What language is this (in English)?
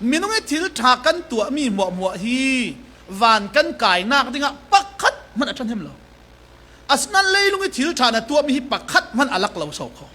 Falam Chin